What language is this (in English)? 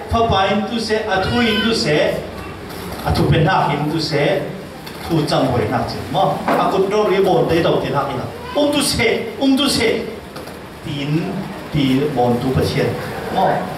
Falam Chin